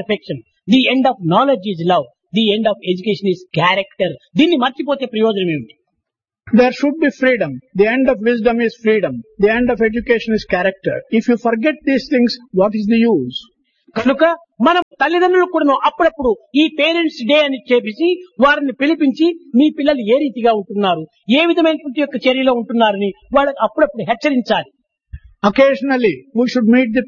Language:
Telugu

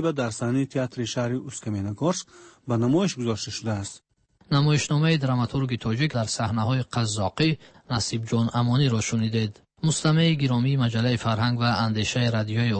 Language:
Persian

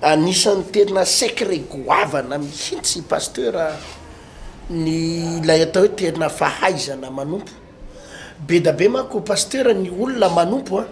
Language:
Malagasy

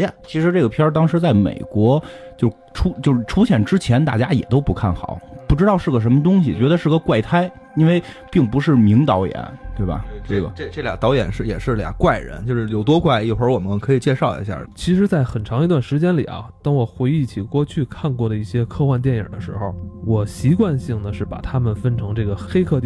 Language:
Chinese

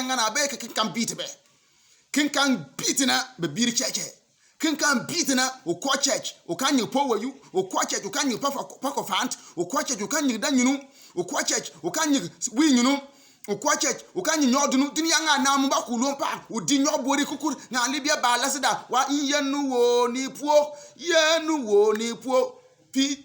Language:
Bimoba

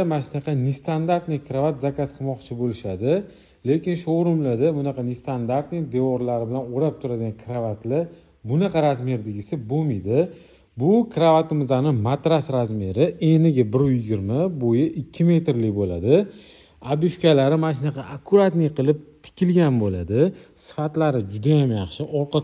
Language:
Uzbek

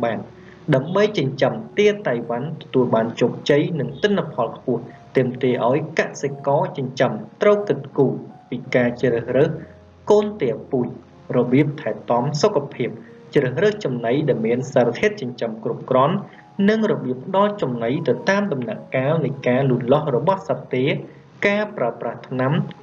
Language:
Khmer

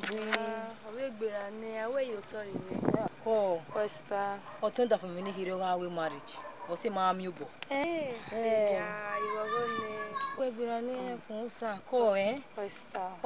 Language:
Bini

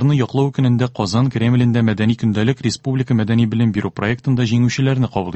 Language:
Tatar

